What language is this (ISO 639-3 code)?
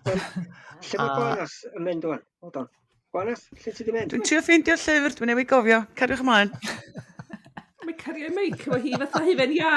cym